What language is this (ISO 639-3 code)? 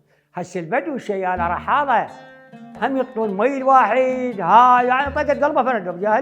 acm